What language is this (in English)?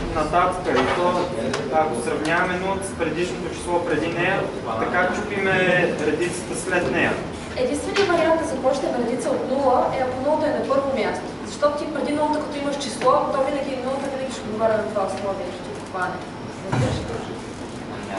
Bulgarian